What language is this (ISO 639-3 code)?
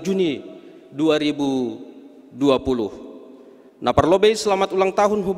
bts